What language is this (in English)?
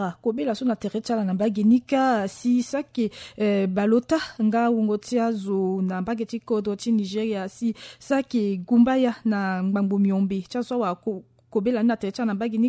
Sango